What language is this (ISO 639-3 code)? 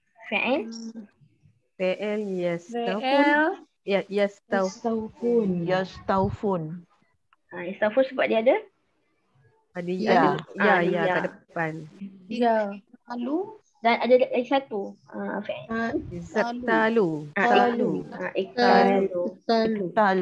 msa